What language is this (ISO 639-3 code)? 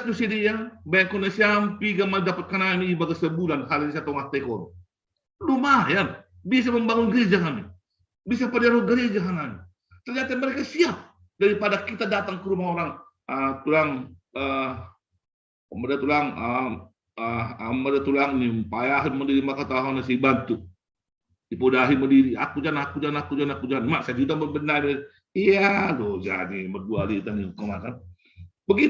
bts